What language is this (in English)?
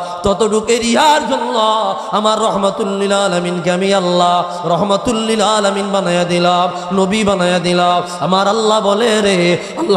Sylheti